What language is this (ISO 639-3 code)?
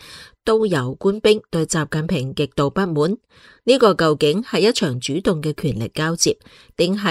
yue